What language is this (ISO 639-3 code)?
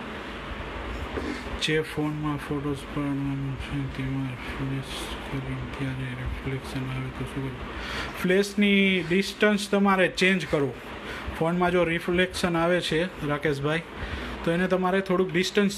guj